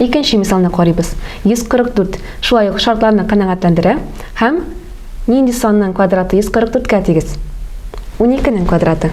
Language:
Tatar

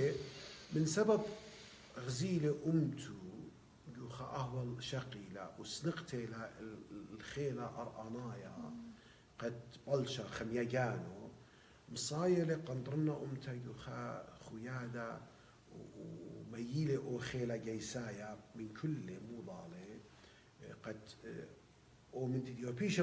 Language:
Assyrian Neo-Aramaic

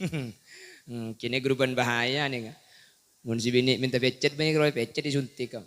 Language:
Madurese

